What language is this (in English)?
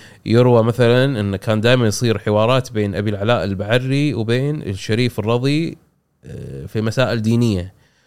Gulf Arabic